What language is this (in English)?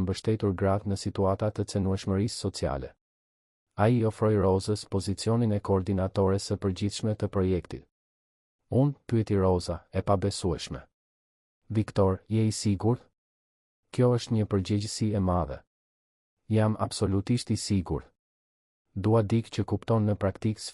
Albanian